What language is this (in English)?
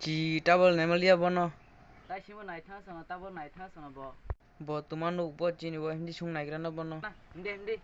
Kok Borok